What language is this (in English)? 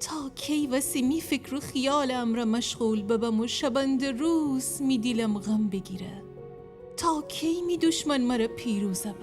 Gilaki